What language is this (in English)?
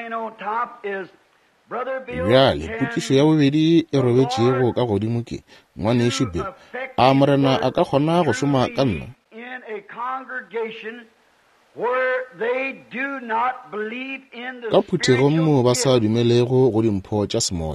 Northern Sotho